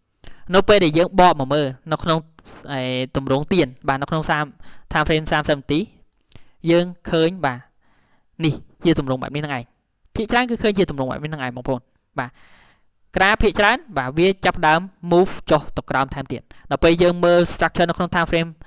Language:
Khmer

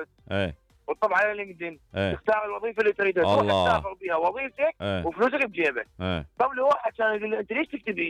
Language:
Mesopotamian Arabic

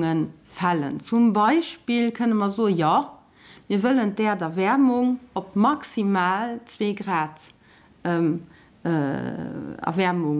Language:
Luxembourgish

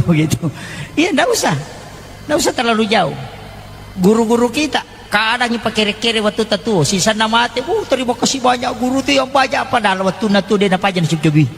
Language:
Buginese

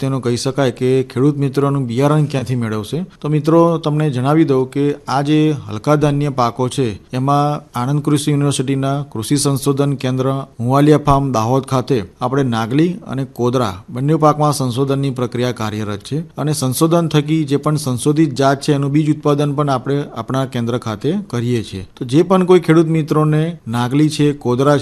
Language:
Gujarati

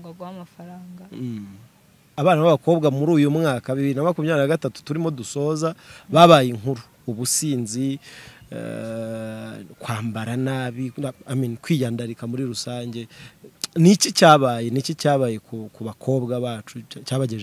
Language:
Kinyarwanda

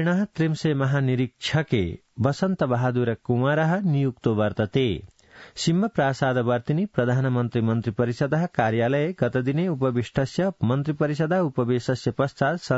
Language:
Sanskrit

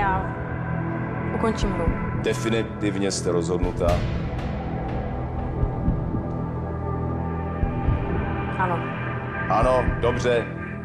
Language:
Czech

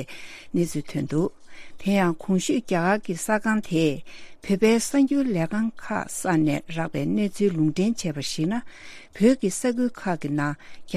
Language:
Tibetan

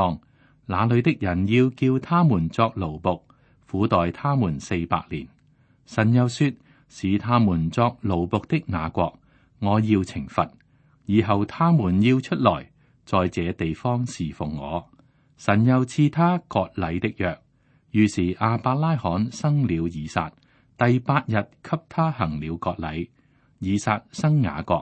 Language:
Cantonese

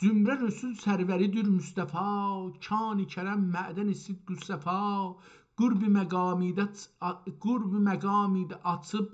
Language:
South Azerbaijani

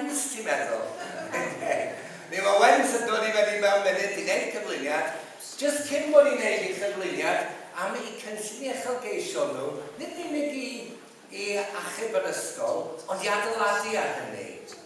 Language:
Welsh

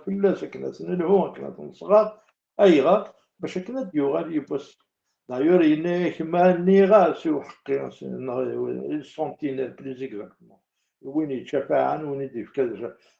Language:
Kabyle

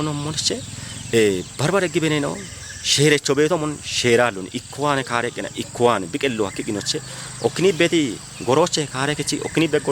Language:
Kafa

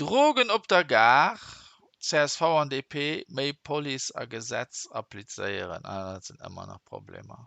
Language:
Luxembourgish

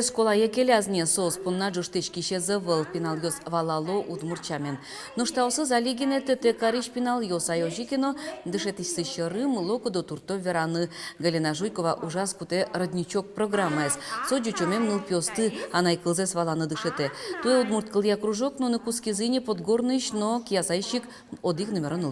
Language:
Udmurt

